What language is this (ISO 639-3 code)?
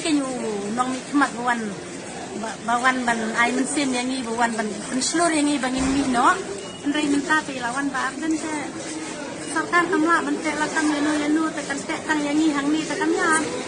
kha